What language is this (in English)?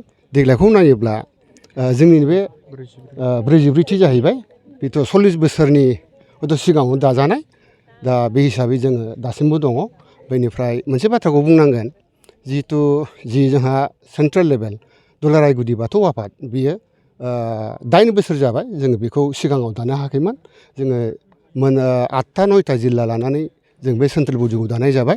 Bodo